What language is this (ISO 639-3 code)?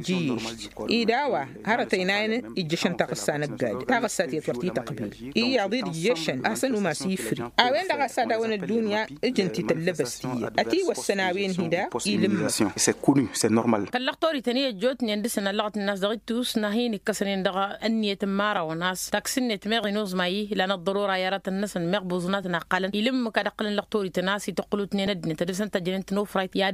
taq